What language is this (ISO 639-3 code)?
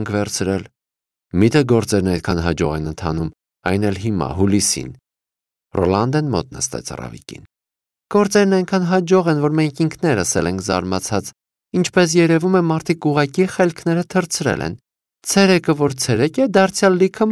hye